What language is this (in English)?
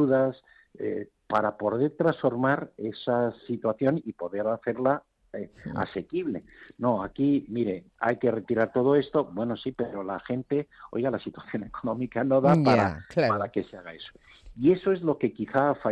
Spanish